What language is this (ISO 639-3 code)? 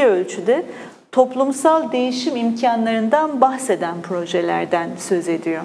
tur